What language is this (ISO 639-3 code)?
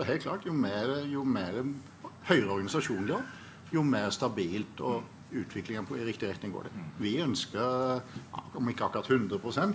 nor